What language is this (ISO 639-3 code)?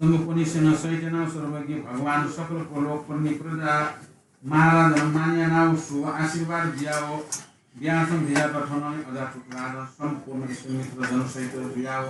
new